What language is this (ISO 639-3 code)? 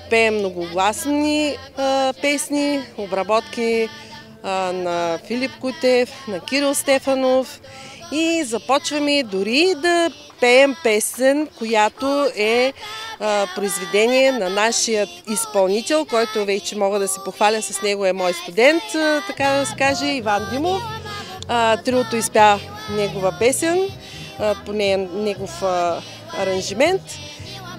bul